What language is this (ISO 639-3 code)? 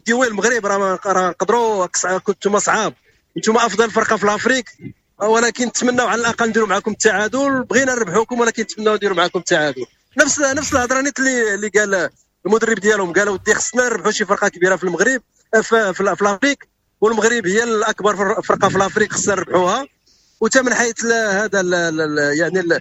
ary